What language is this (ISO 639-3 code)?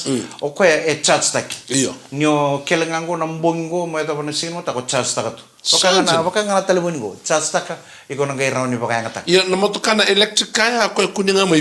fij